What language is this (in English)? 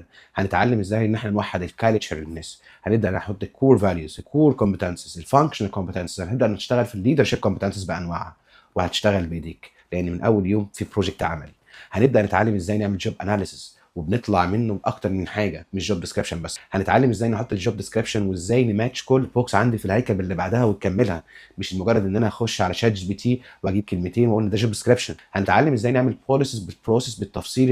Egyptian Arabic